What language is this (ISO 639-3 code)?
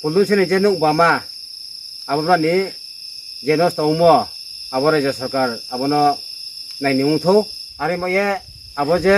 ria